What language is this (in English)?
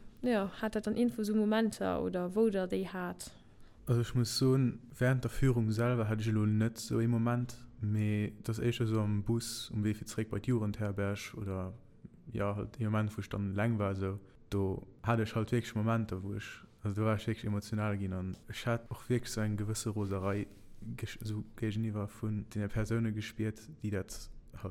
Luxembourgish